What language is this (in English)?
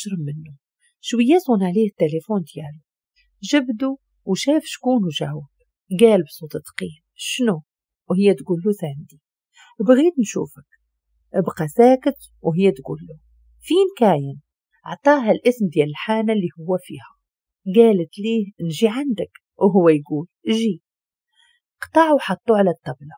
Moroccan Arabic